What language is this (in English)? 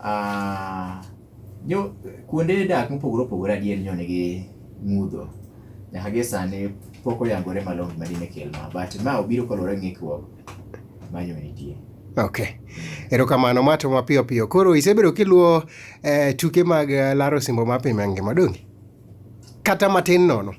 Luo (Kenya and Tanzania)